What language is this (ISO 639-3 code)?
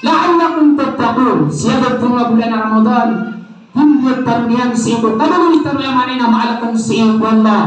mrw